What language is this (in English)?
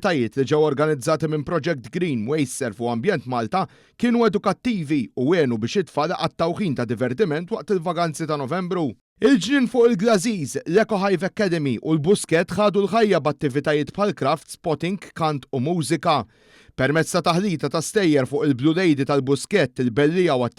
Maltese